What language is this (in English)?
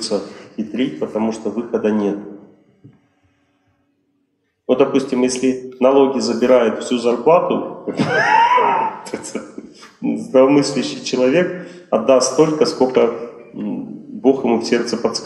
Russian